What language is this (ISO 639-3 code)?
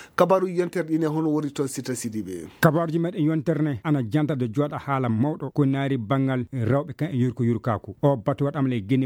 ful